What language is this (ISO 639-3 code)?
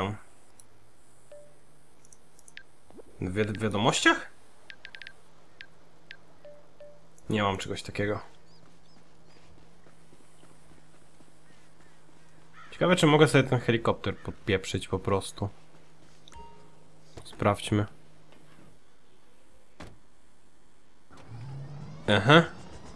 pol